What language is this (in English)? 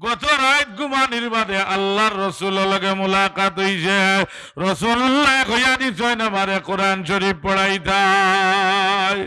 Sylheti